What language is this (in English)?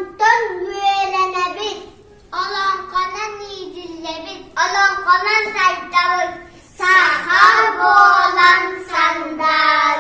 Yakut